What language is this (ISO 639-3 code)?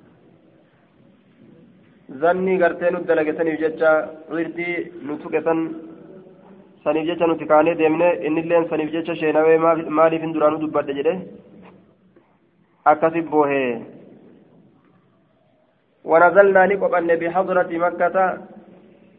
orm